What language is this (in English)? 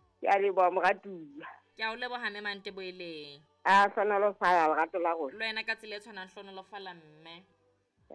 Southern Sotho